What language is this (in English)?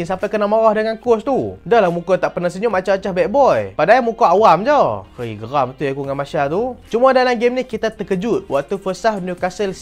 Malay